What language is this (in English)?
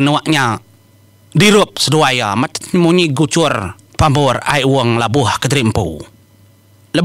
Iban